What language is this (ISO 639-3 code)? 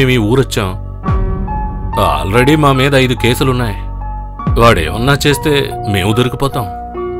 tel